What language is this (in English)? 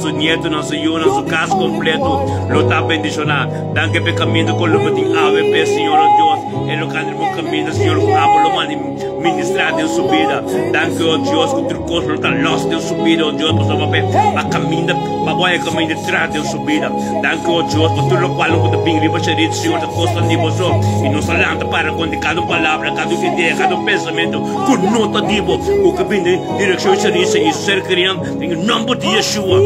Papiamento